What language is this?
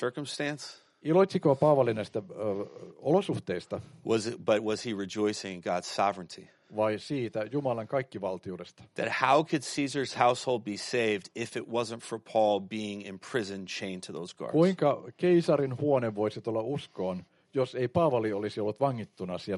Finnish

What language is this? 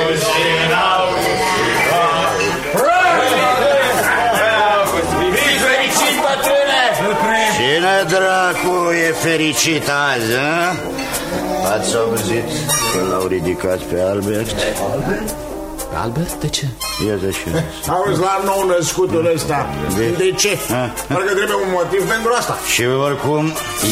Romanian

